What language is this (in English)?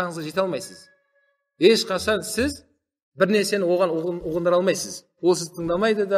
Kazakh